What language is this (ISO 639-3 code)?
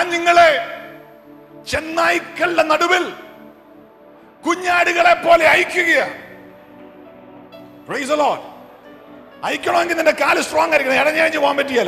mal